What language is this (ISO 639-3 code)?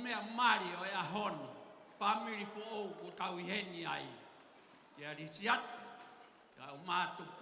ton